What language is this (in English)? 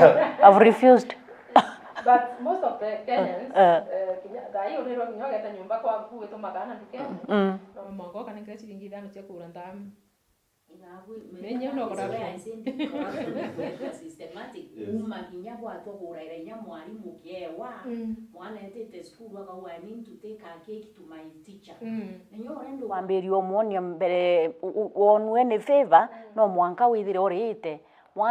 Meru